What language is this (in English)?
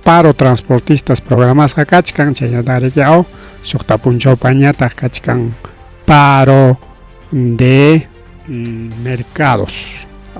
Ayacucho Quechua